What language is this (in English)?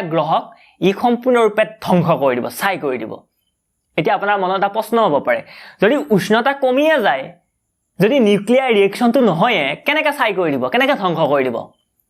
Assamese